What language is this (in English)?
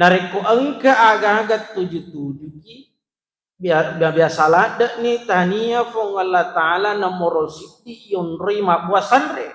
Buginese